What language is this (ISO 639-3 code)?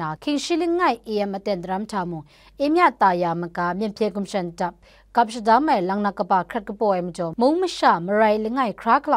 kac